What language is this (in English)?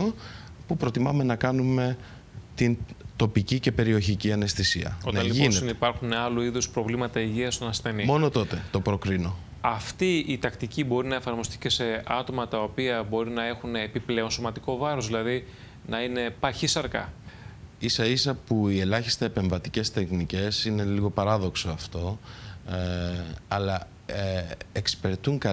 Greek